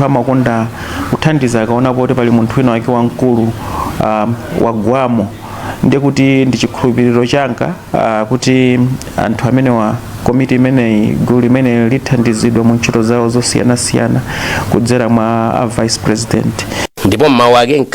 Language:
Nyanja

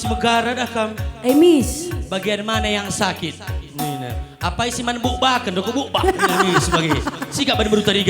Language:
Batak Karo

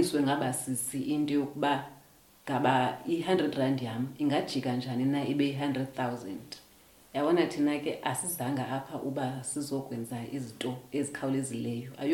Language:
Xhosa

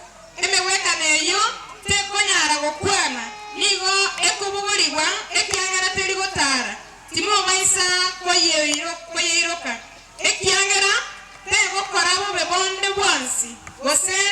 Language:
Gusii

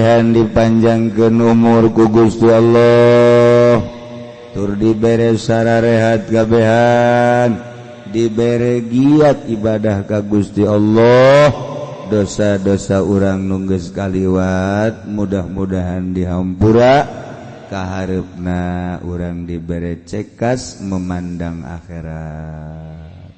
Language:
Sundanese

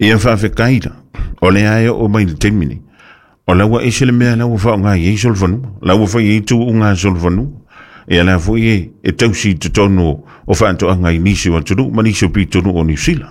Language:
Samoan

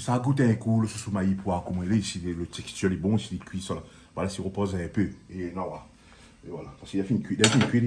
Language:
Réunion Creole French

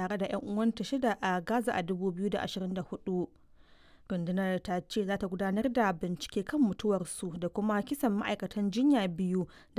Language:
Hausa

